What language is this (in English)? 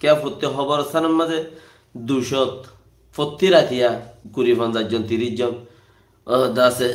Rohingya